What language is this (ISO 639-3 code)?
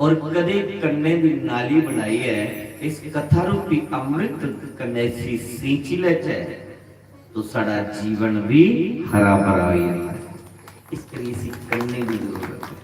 doi